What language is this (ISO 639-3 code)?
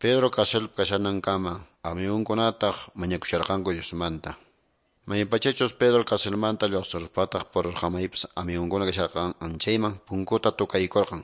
que